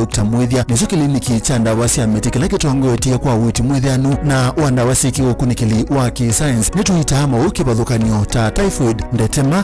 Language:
Kamba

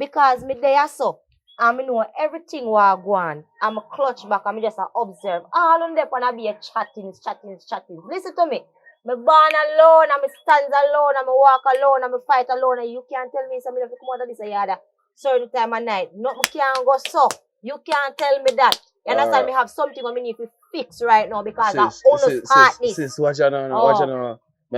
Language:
Jamaican Creole English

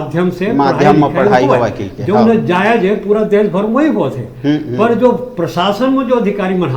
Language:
Chhattisgarhi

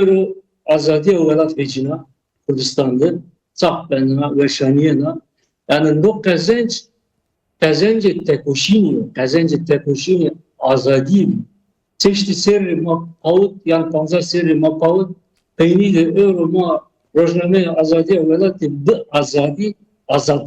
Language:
Zaza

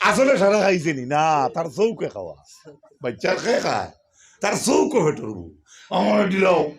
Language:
Sylheti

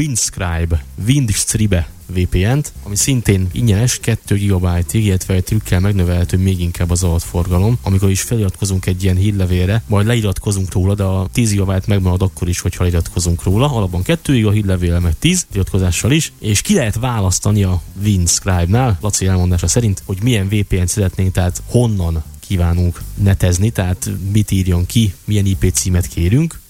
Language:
Hungarian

